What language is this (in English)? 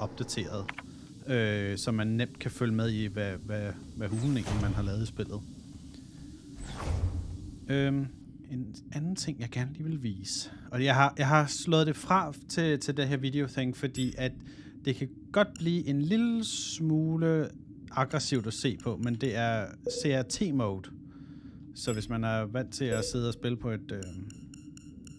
Danish